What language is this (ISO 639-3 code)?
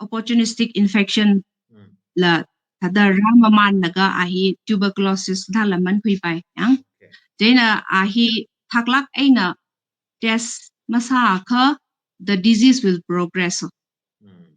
nmf